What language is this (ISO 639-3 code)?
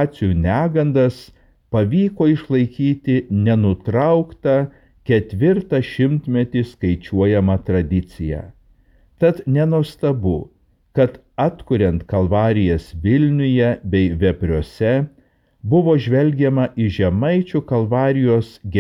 lit